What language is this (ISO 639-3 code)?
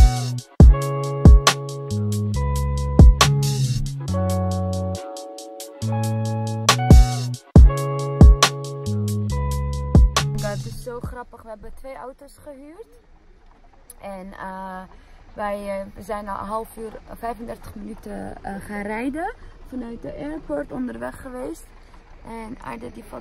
nld